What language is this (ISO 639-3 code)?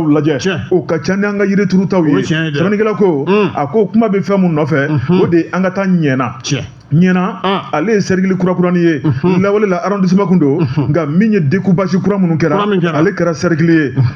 bam